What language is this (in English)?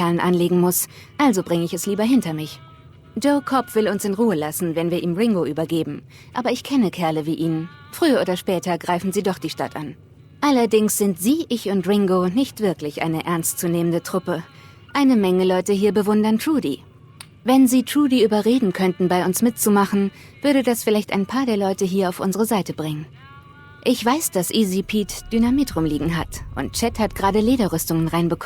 Bavarian